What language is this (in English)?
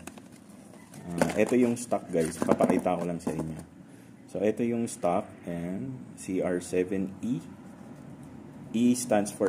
Filipino